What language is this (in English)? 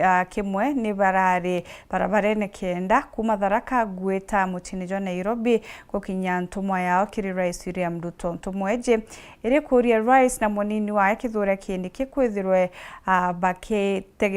Meru